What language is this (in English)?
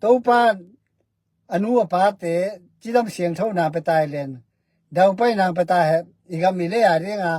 Tedim Chin